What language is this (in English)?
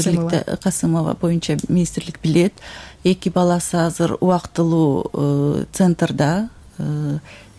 Kyrgyz